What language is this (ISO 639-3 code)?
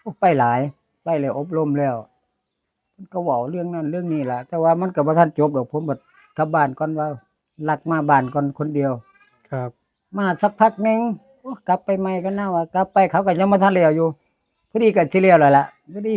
tts